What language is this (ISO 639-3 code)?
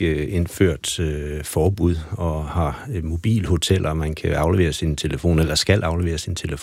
dan